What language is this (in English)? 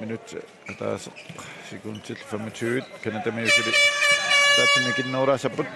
Kalaallisut